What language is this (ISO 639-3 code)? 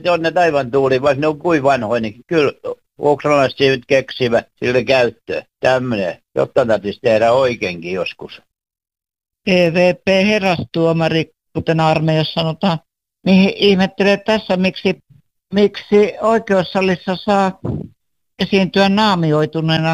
fin